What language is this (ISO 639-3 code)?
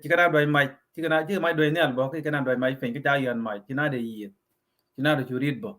nus